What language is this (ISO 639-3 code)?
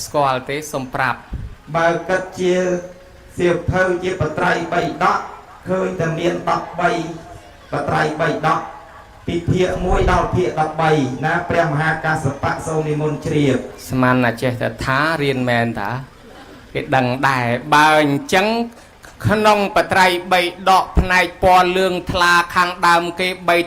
khm